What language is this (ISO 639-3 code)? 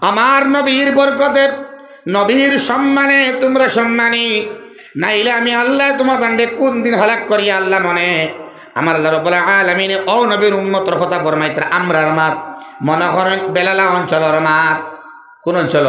syl